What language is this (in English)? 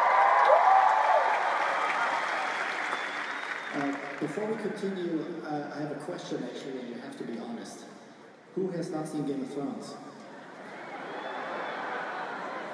English